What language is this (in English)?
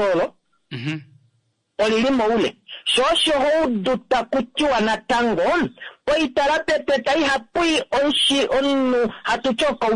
Kuanyama